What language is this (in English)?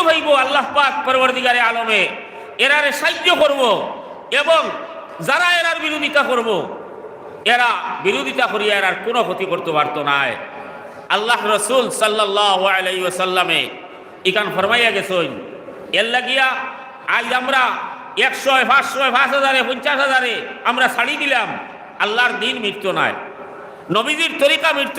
Sylheti